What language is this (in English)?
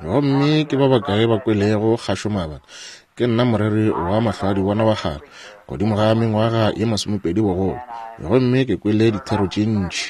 Northern Sotho